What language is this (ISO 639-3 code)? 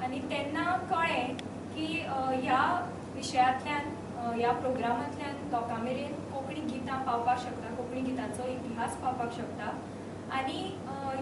kok